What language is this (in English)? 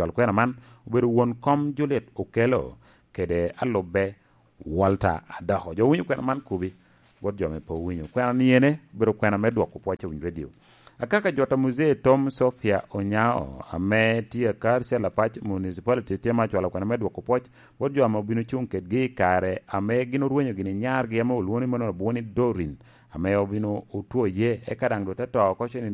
Lango (Uganda)